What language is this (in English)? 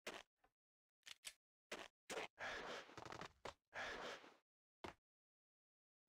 Russian